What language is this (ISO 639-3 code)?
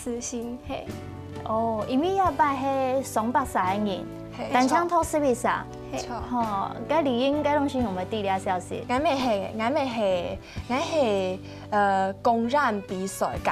hak